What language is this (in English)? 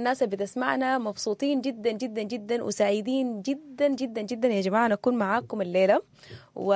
Sudanese Arabic